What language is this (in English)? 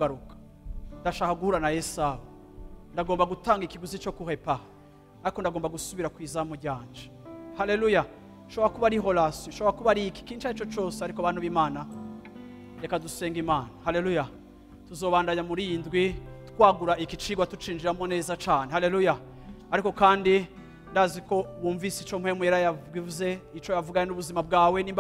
Rundi